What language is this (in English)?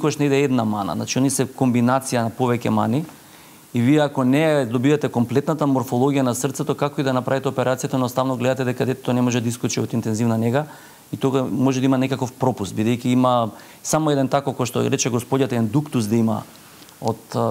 Macedonian